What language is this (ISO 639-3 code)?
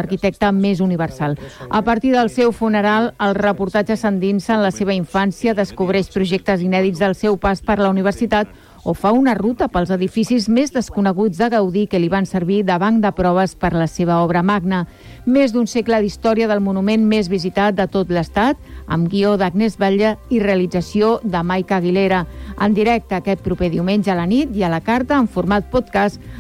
cat